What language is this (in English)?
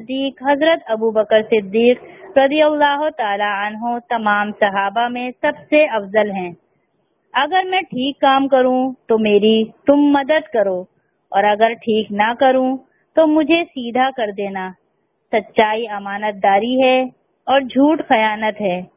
Urdu